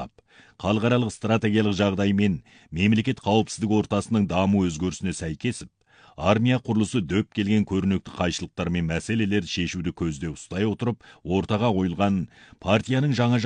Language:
Kazakh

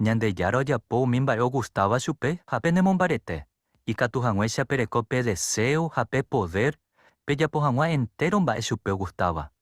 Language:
Guarani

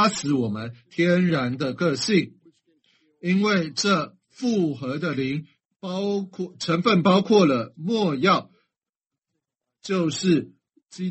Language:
Chinese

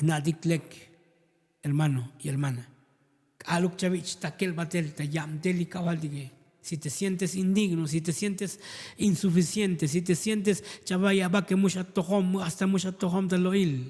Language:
Tzotzil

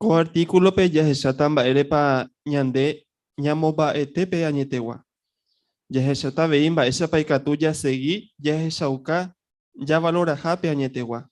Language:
Guarani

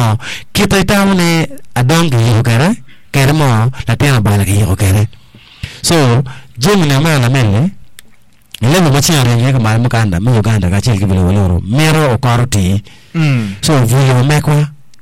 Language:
Acoli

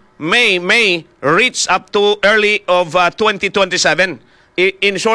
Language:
Hiligaynon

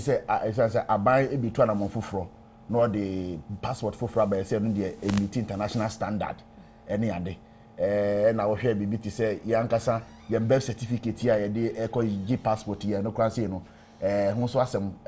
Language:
Akan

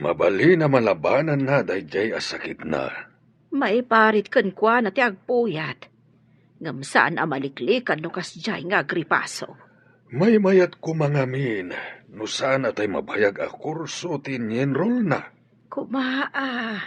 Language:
Iloko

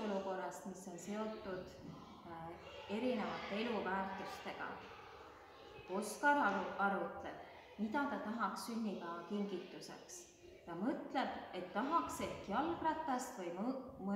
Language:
Estonian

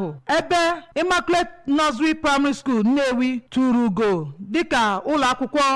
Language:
Igbo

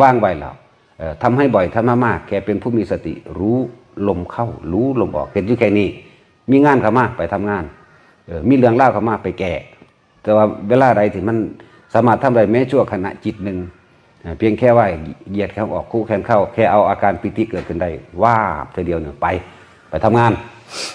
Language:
Northeastern Thai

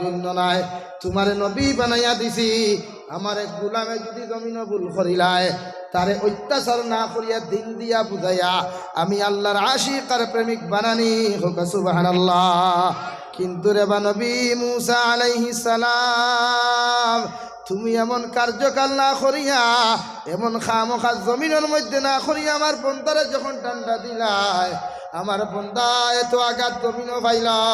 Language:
Sylheti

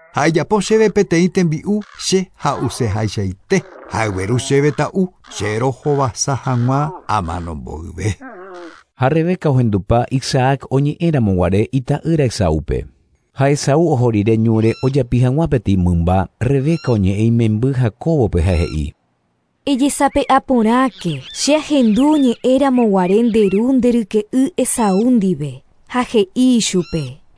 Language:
Guarani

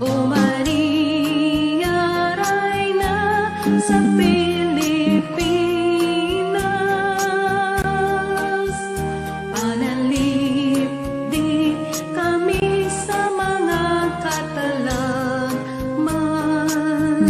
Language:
Cebuano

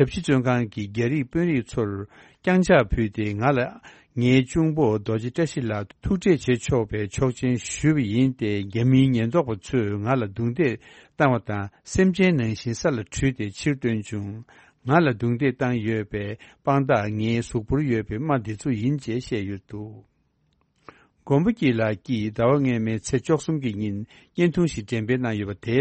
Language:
Tibetan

